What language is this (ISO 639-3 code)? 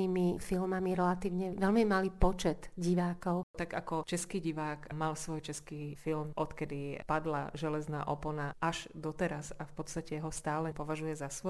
slk